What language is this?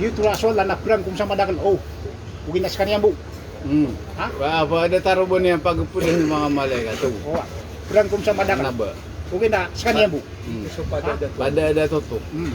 Maranao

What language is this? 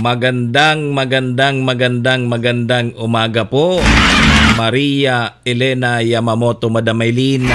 Bikol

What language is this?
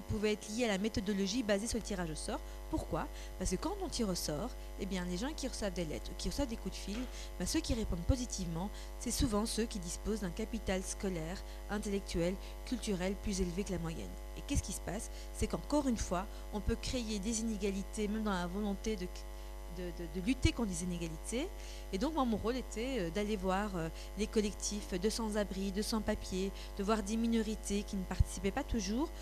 French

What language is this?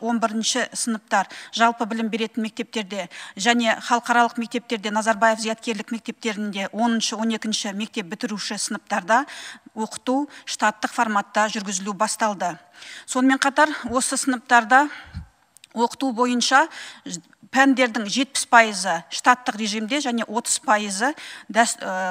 Kazakh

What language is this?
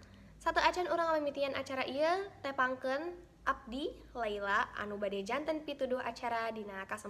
Sundanese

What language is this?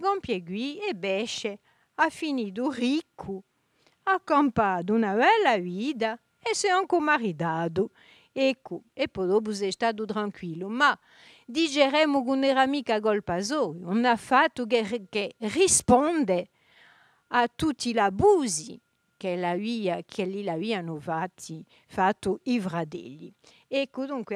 Corsican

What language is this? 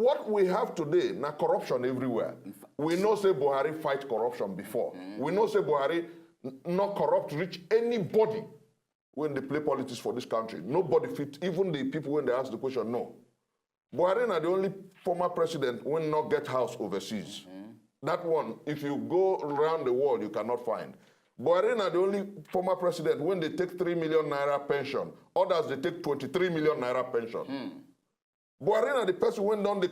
Nigerian Pidgin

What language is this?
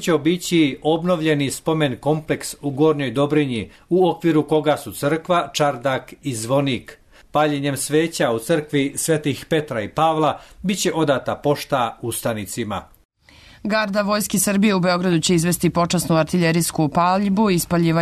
Serbian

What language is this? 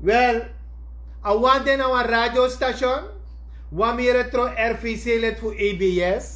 Sranan Tongo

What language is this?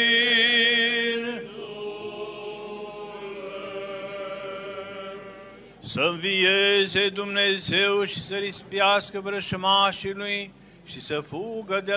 Romanian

